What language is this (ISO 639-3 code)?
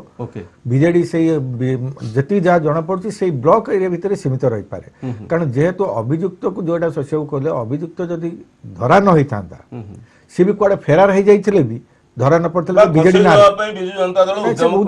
ori